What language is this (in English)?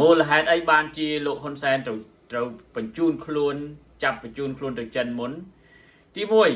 Khmer